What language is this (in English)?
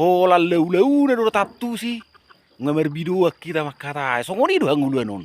Batak Toba